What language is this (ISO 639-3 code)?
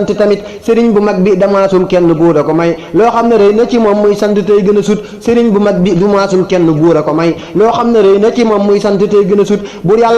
wol